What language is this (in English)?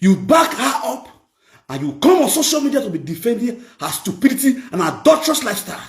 Nigerian Pidgin